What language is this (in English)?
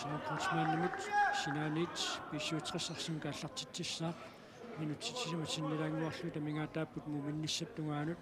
Kalaallisut